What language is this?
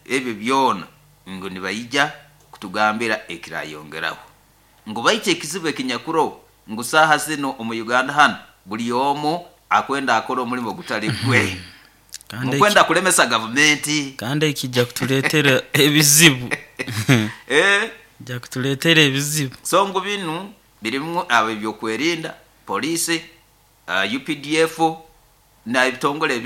Nyoro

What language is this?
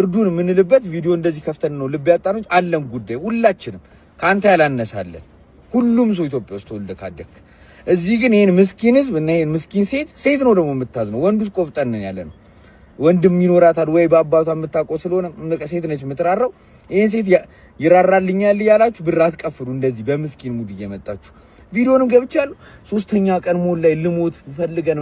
Amharic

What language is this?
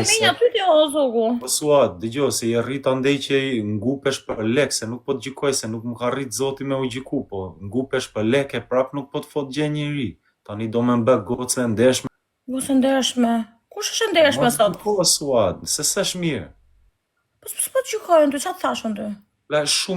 Albanian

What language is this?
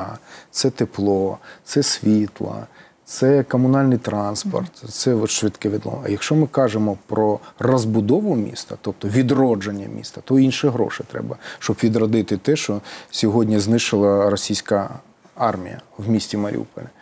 Ukrainian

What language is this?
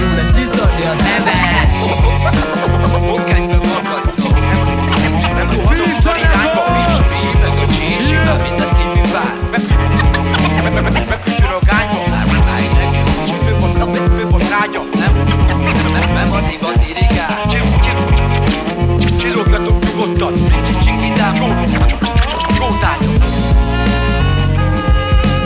Hungarian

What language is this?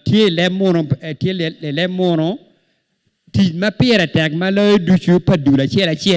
Acoli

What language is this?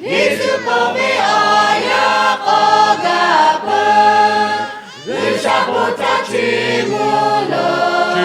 Lahu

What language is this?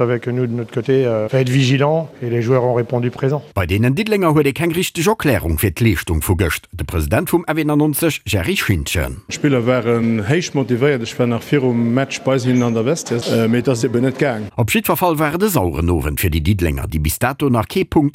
Luxembourgish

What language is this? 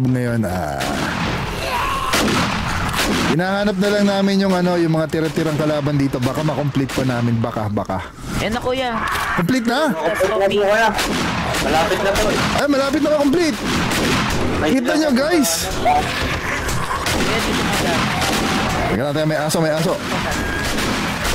Filipino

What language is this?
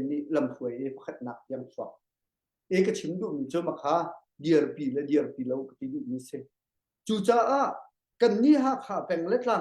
Hakha Chin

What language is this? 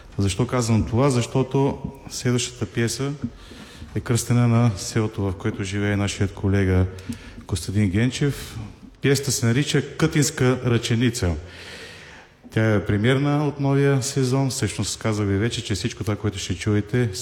Bulgarian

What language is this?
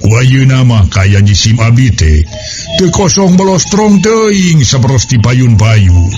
Sundanese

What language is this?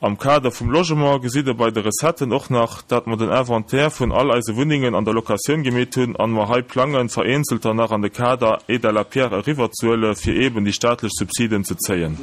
Luxembourgish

